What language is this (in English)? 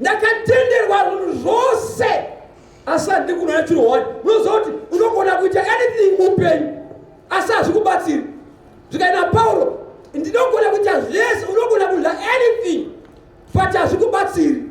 Shona